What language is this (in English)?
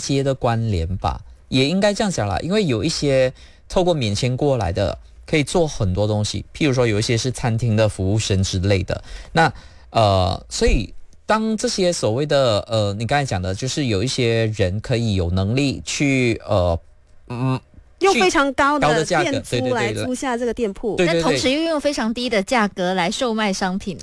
Chinese